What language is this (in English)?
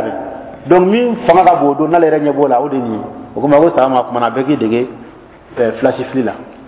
Dyula